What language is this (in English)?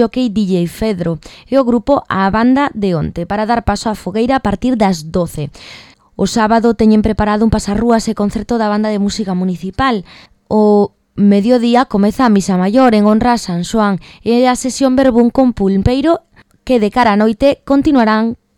Galician